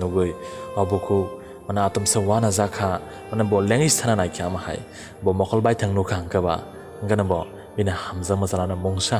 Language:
Kok Borok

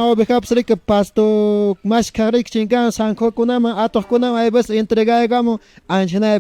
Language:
Quechua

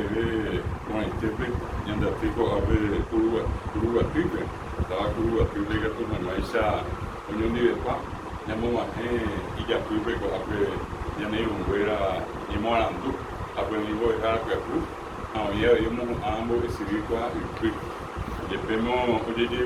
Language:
Guarani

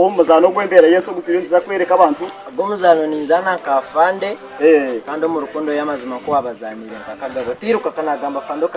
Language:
Nyankole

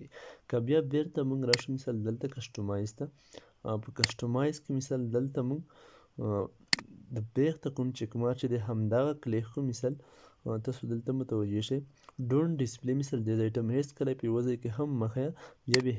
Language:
Pashto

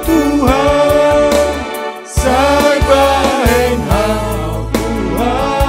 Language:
Batak Simalungun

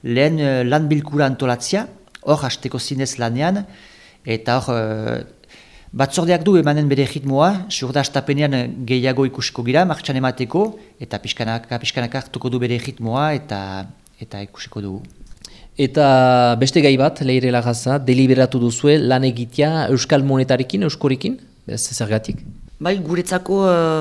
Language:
Basque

